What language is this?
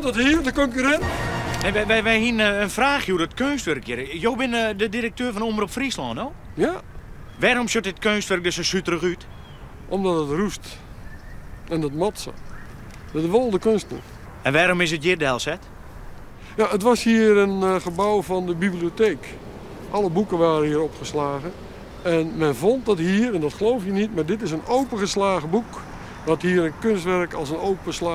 Western Frisian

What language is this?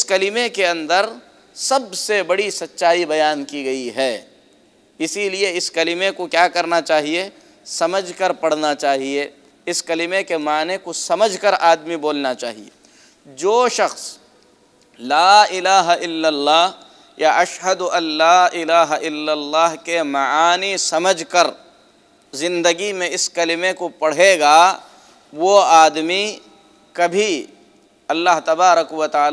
Urdu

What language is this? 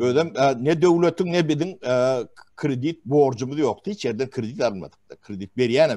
Turkmen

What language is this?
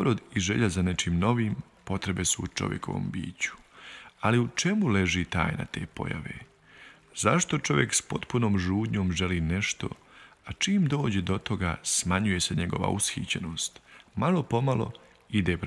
Bosnian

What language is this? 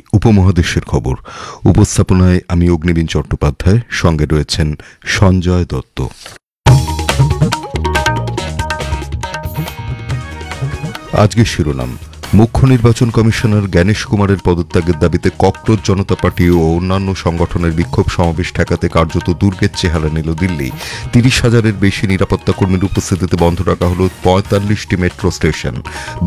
Bangla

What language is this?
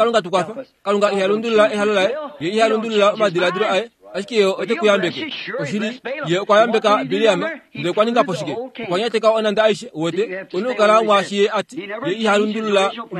Kuanyama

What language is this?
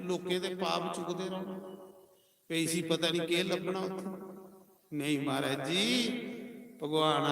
Dogri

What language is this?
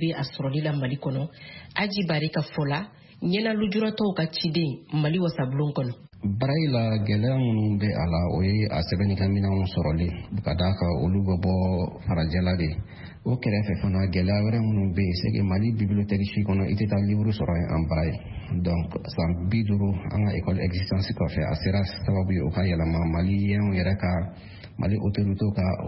Bambara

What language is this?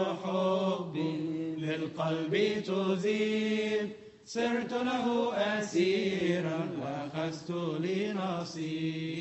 Egyptian Arabic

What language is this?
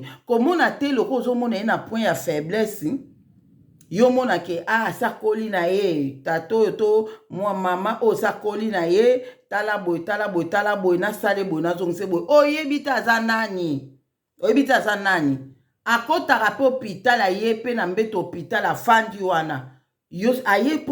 Lingala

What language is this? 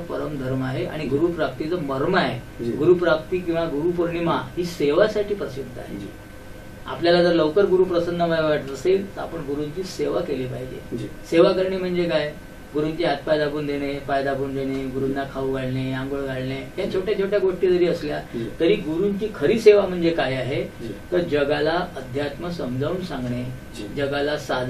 Marathi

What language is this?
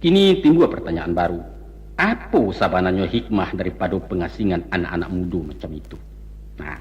Minangkabau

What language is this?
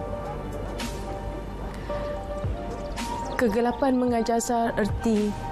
Malay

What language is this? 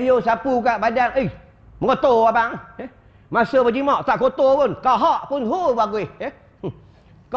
Malay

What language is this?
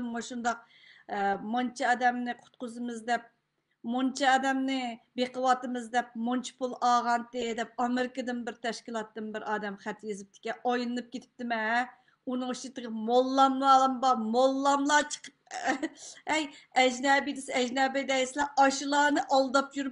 Uyghur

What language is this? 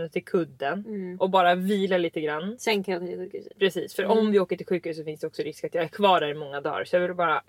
Swedish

